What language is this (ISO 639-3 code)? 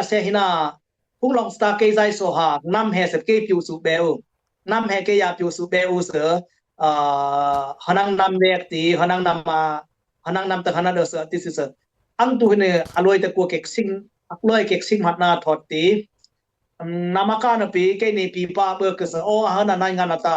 dis